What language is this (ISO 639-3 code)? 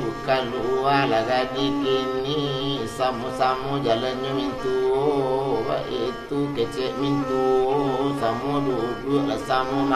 min